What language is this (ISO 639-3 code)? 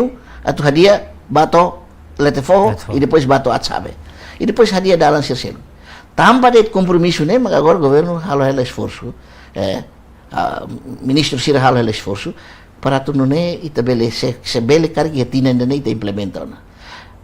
tet